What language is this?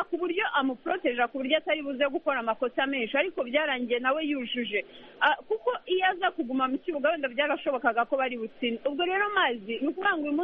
Kinyarwanda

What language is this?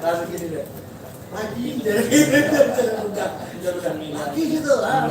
Banjar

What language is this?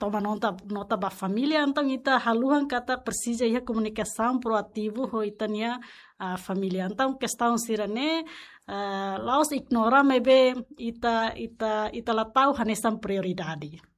Tetum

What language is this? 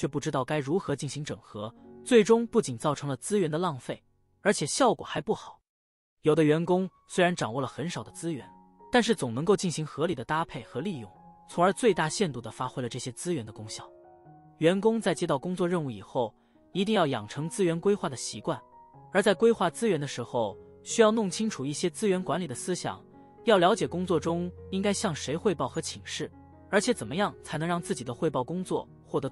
Chinese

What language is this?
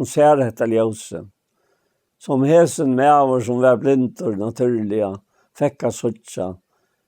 Faroese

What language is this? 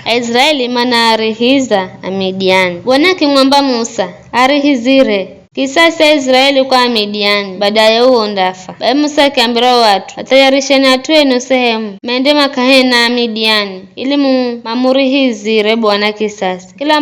Giryama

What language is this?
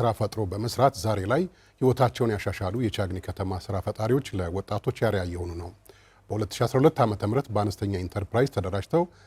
Amharic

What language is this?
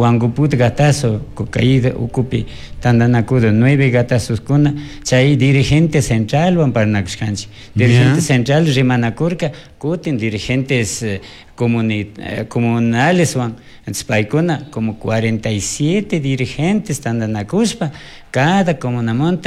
Chimborazo Highland Quichua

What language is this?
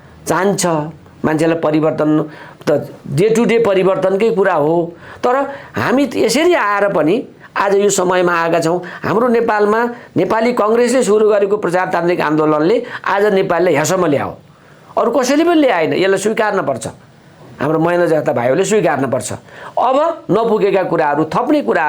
Nepali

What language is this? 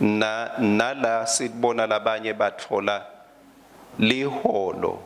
Swati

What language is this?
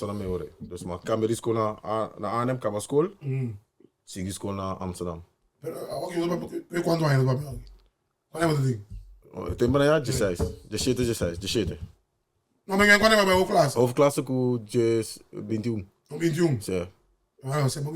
Papiamento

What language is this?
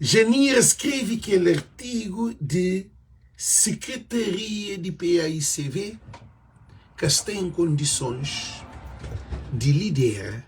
Kabuverdianu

